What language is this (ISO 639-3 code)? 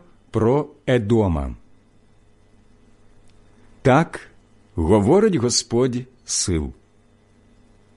ukr